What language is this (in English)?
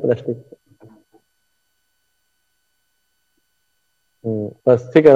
Marathi